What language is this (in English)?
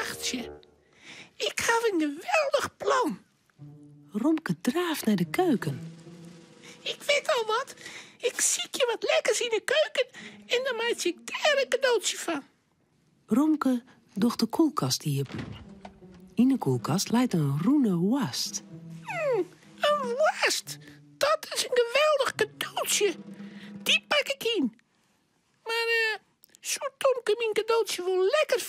Western Frisian